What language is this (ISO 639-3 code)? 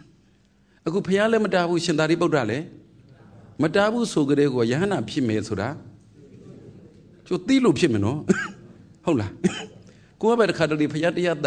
mya